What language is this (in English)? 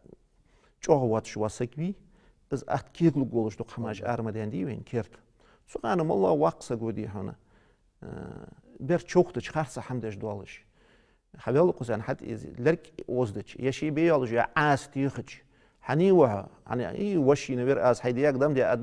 Ingush